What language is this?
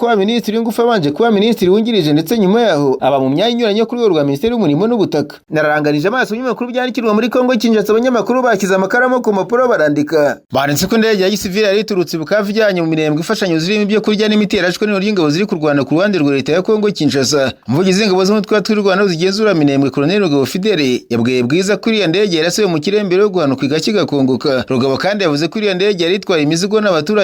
Kinyarwanda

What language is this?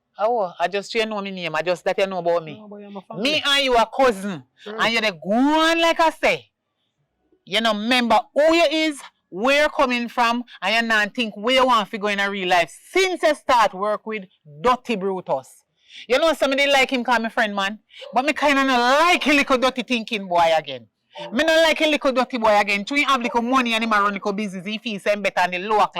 Jamaican Creole English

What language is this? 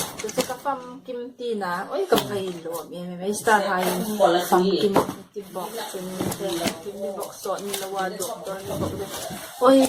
Hmar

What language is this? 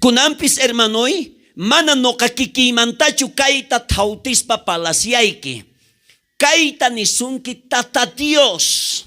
South Bolivian Quechua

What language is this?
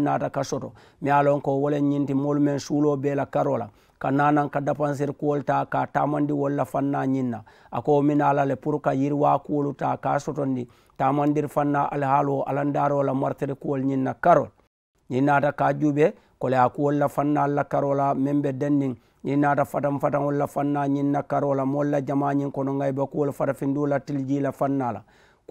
Mandingo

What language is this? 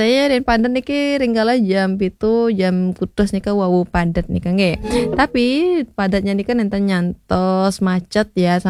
Balinese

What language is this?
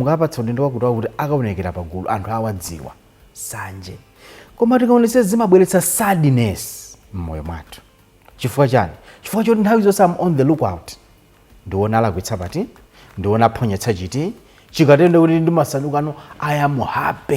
Nyanja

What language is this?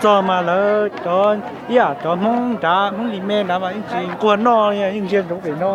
Hmong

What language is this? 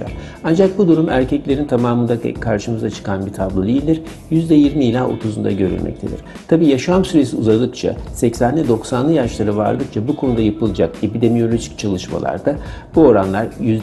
Turkish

